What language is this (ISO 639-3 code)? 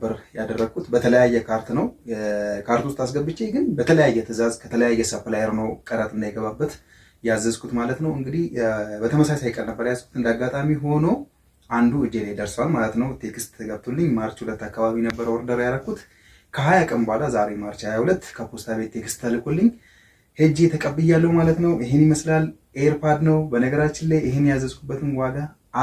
amh